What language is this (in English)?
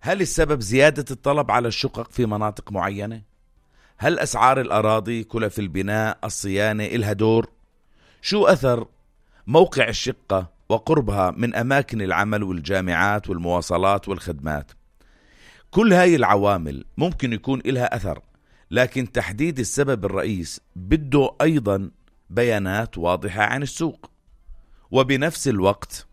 North Levantine Arabic